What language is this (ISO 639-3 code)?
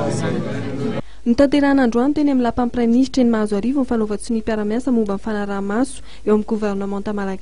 mlg